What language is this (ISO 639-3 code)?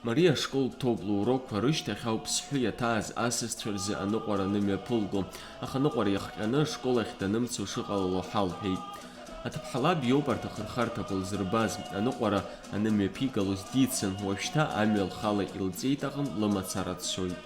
abk